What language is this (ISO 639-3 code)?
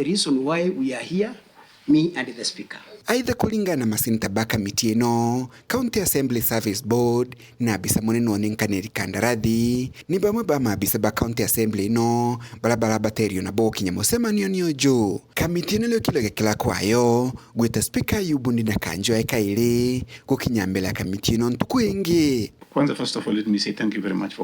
mer